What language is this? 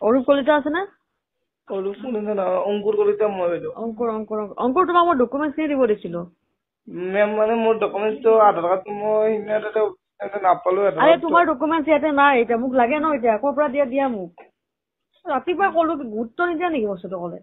Assamese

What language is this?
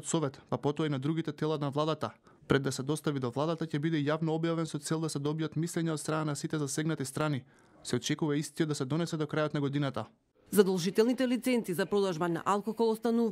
Macedonian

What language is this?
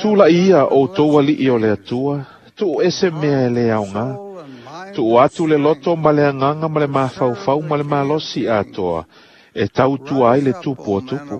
Samoan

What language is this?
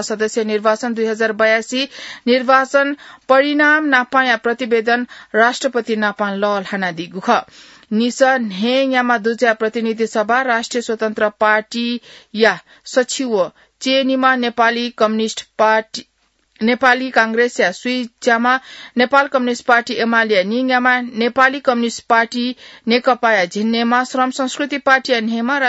Newari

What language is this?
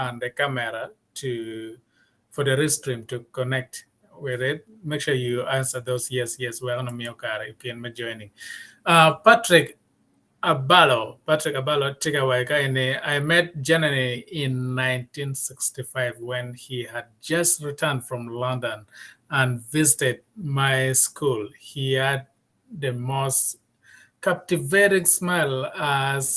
Acoli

